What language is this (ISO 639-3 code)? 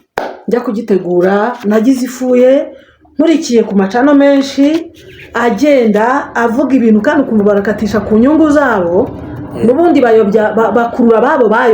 kin